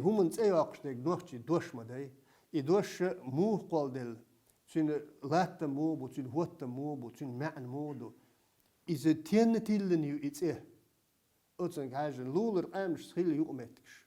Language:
Chechen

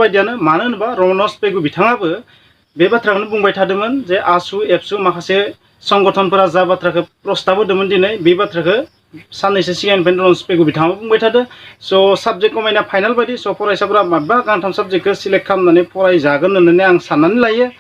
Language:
Bodo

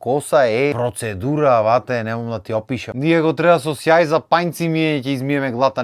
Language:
Macedonian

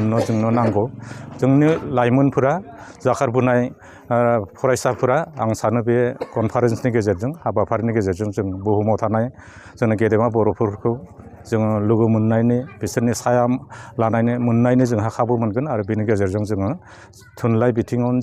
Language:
Bodo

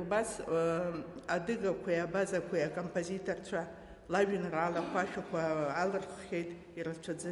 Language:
Abkhazian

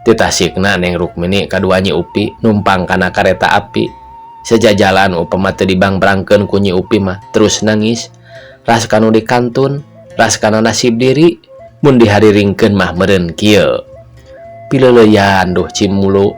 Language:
Sundanese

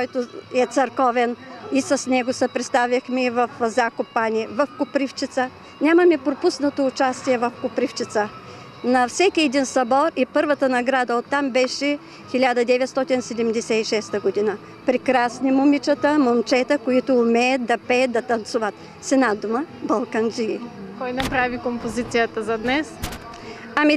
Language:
Bulgarian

